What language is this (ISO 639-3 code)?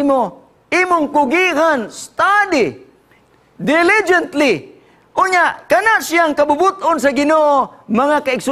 ceb